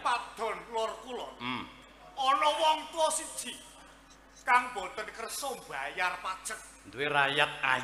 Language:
Javanese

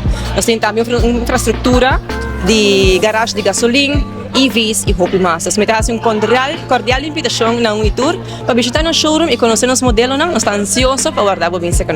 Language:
Papiamento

